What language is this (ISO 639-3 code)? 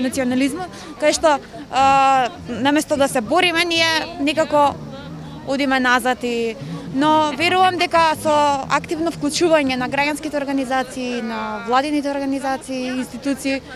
mkd